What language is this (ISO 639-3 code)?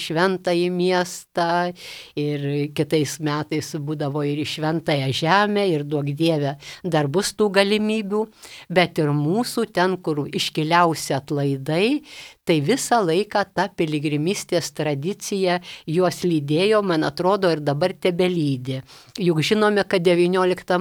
lit